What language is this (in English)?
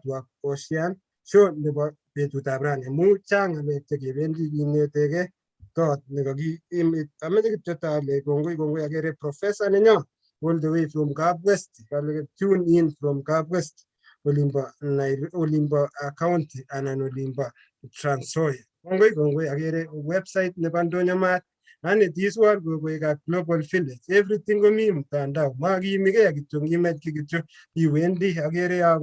Kalenjin